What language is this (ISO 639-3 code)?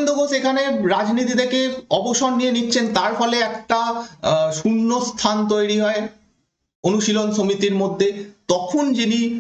ben